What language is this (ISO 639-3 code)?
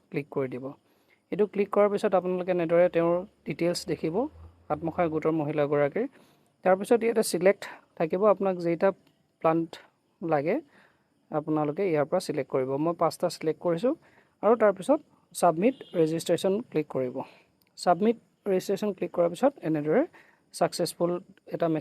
asm